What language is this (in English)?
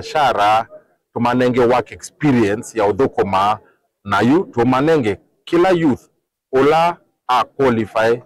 Kamba